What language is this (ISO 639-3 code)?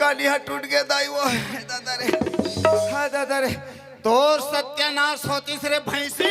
hne